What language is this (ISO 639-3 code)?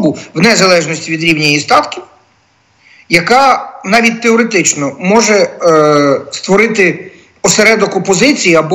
ukr